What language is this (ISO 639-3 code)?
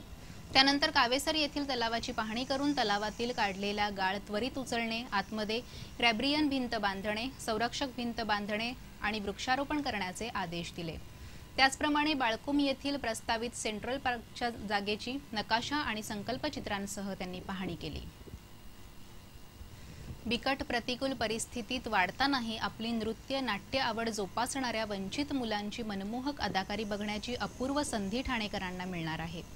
mar